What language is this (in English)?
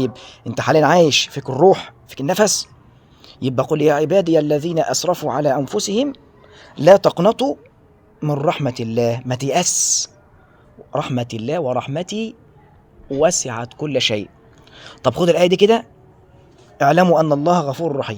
Egyptian Arabic